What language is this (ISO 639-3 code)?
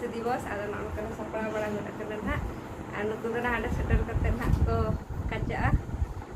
sat